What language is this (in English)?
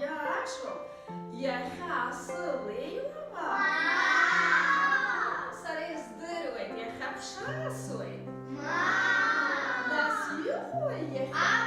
Abkhazian